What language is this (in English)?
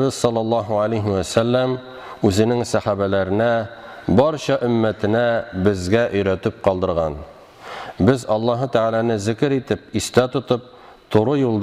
Tatar